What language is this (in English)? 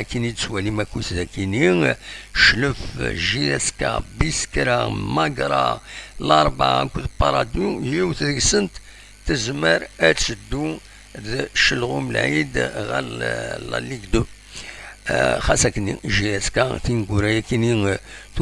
Kabyle